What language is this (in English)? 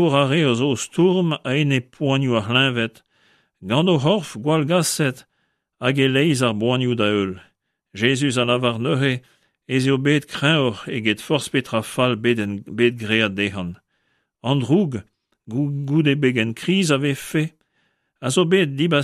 Breton